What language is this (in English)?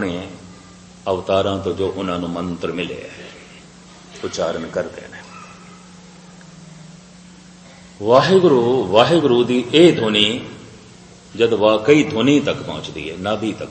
Punjabi